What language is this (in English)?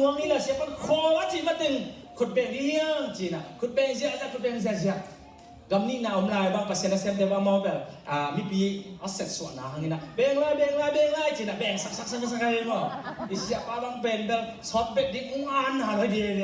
Tedim Chin